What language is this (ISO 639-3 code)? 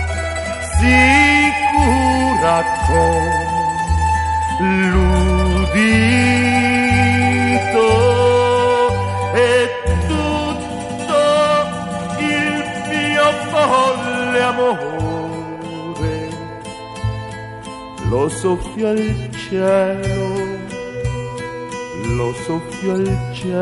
ita